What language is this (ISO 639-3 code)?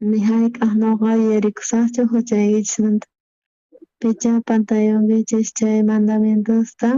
quh